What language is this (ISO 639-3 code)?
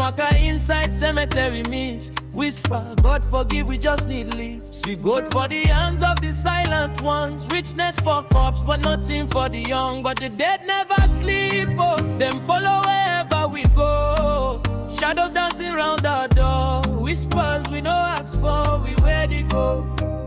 pcm